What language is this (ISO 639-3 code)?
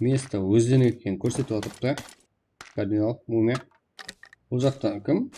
kaa